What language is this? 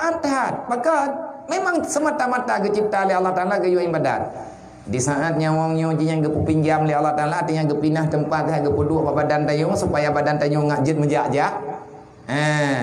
Achinese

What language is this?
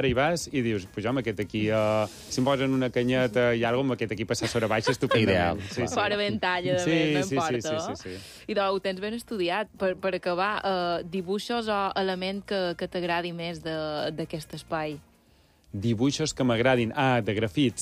Catalan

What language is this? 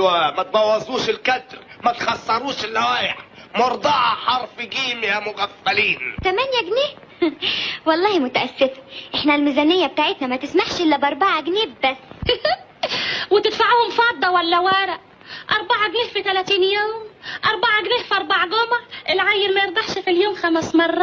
Egyptian Arabic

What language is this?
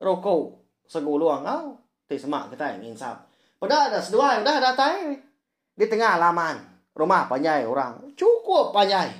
Iban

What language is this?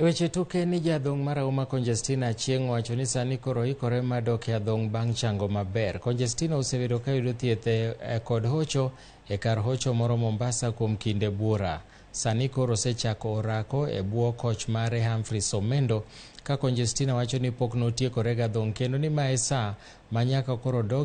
Luo (Kenya and Tanzania)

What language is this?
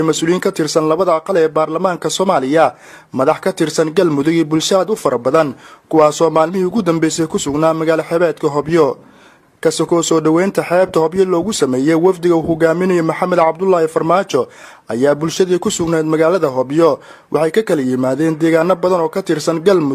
Somali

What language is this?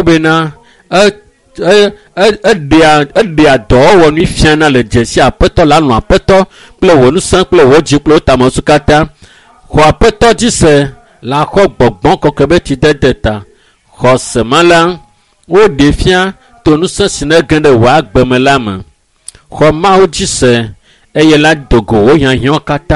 Ewe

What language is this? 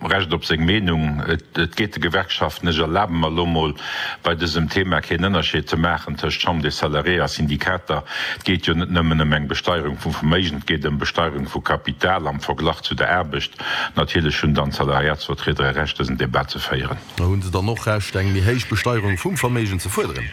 Luxembourgish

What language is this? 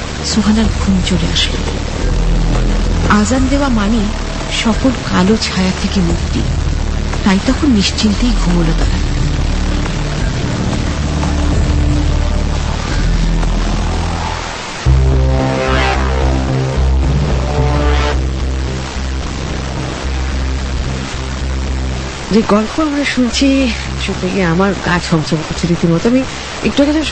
Bangla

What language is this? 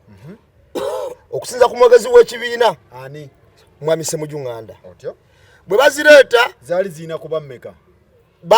Ganda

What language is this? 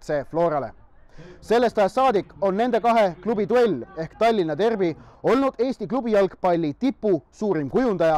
Estonian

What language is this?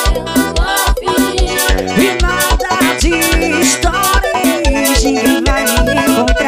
Portuguese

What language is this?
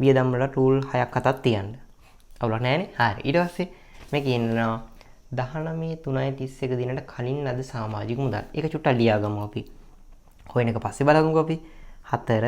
Sinhala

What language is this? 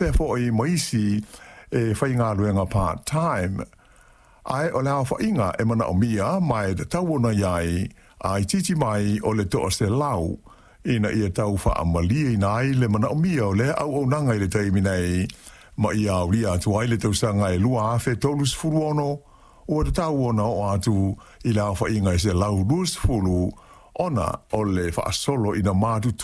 Samoan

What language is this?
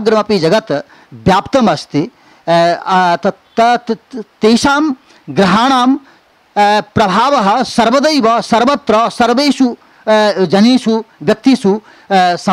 Sanskrit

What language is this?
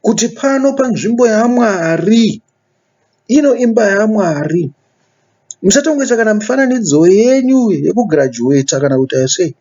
Shona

